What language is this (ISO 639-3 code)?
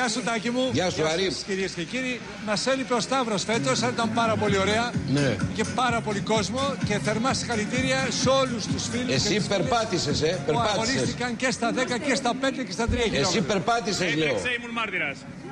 ell